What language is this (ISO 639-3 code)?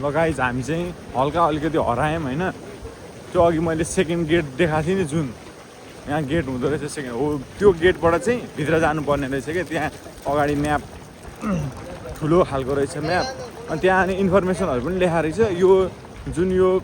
nep